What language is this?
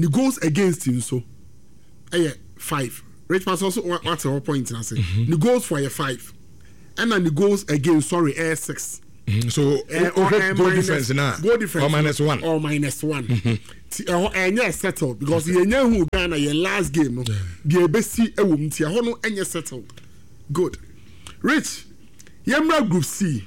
Akan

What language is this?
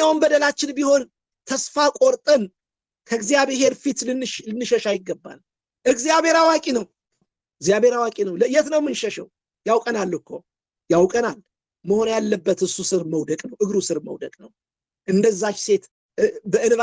Amharic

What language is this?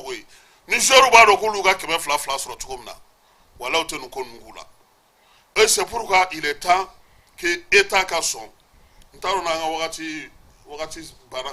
Bambara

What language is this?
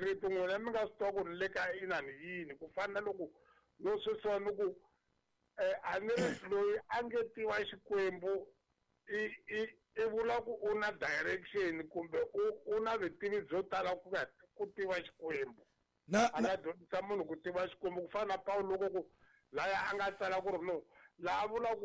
Tsonga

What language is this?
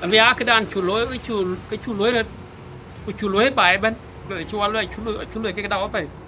Dinka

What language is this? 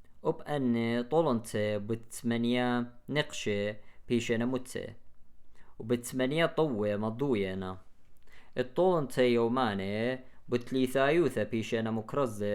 Assyrian Neo-Aramaic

